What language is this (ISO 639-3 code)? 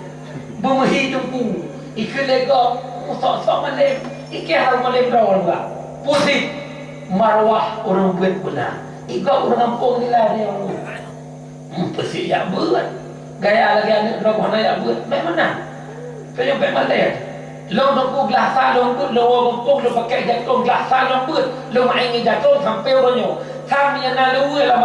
ace